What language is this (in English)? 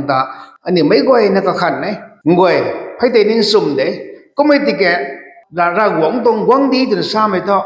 Rongmei Naga